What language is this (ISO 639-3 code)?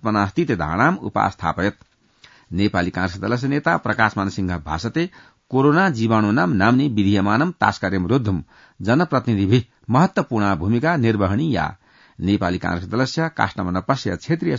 san